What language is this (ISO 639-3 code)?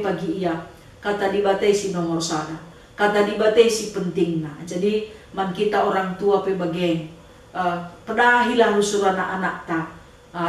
btx